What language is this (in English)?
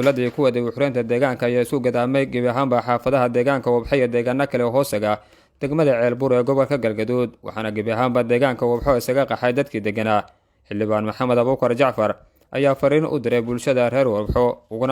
Somali